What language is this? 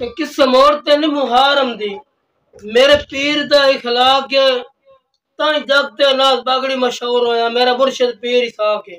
Saraiki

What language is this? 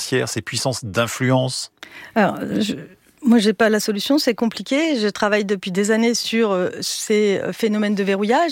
French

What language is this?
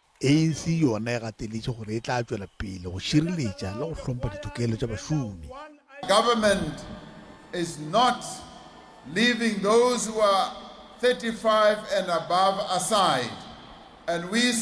Northern Sotho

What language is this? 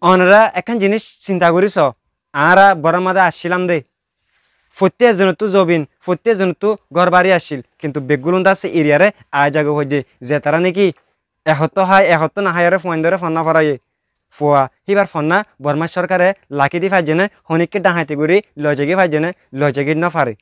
Rohingya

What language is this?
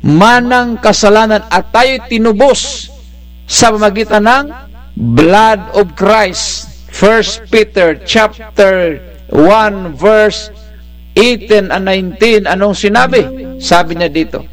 Bikol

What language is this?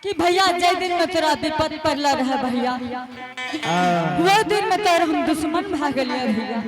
Angika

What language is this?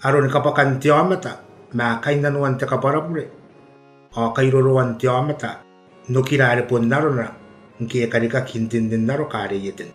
Gilbertese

